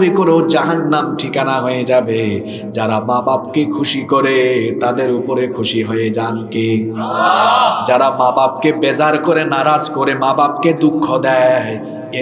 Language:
Bangla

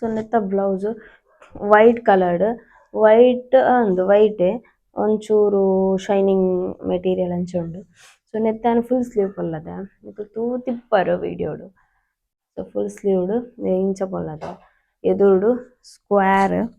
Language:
Tulu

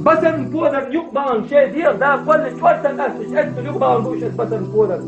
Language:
Chechen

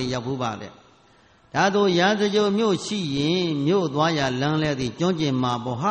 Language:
Burmese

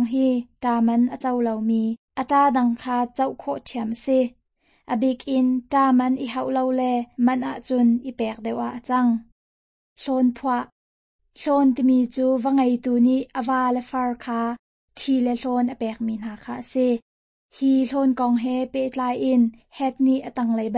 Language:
Hakha Chin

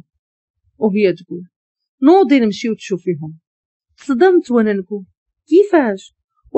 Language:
Moroccan Arabic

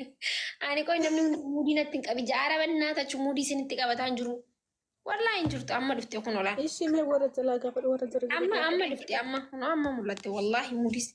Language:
Oromo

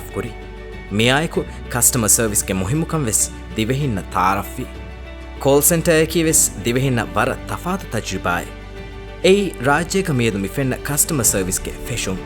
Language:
Divehi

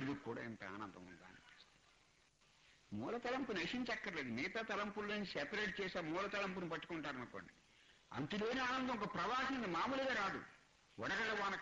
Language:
Telugu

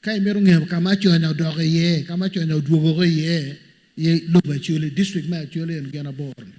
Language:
Acoli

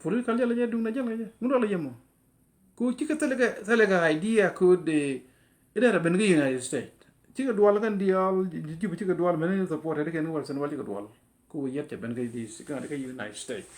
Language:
Nuer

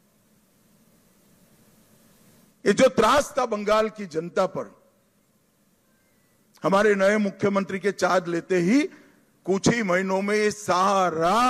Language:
Hindi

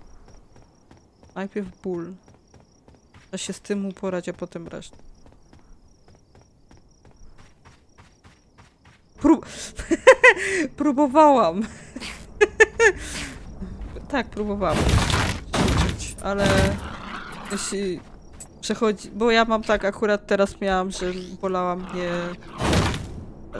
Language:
Polish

